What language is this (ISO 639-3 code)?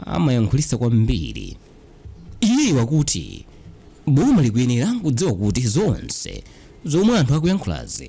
nya